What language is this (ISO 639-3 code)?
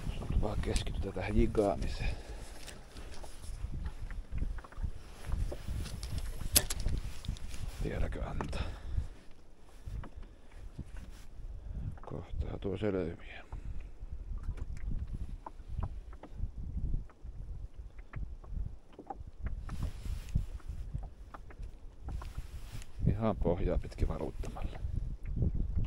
fin